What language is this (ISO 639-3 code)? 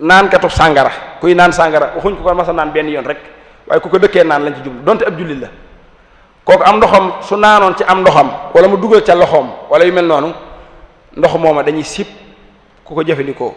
wol